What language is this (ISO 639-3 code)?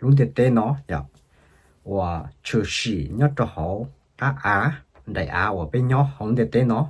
hmn